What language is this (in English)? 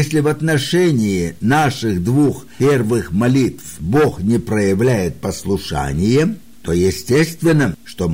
Russian